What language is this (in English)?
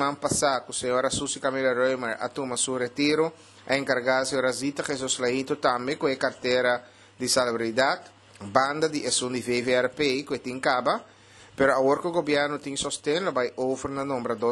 Papiamento